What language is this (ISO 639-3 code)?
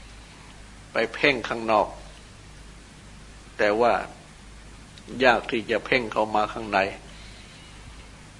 tha